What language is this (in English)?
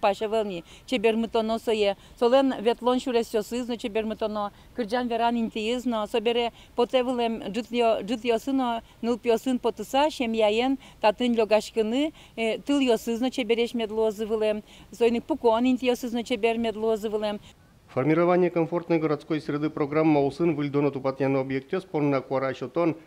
Udmurt